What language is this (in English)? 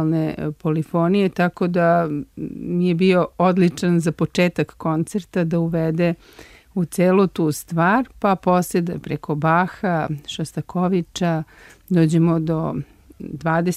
Serbian